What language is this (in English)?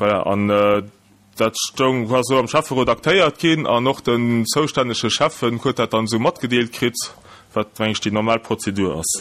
Luxembourgish